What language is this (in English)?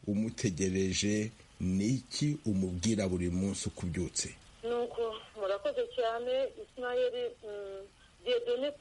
Kinyarwanda